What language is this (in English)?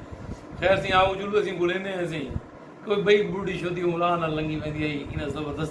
Saraiki